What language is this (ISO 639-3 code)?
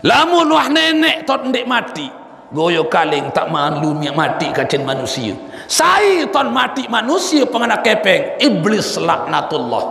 sas